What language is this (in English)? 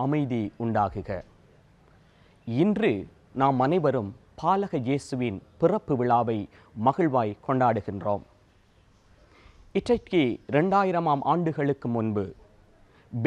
Tamil